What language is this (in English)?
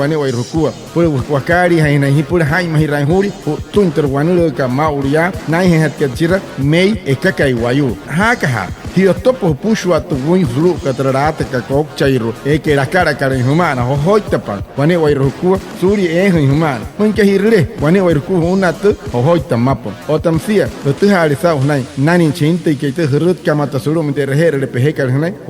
Wayuu